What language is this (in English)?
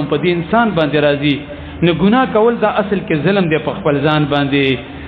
Pashto